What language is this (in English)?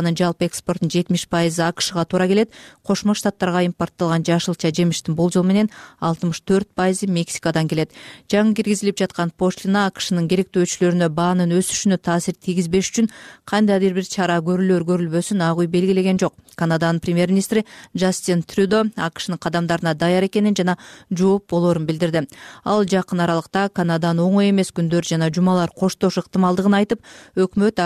Kyrgyz